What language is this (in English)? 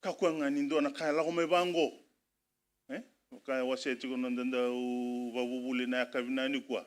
Fijian